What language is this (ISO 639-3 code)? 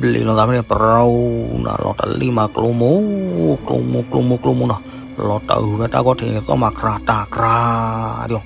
ksw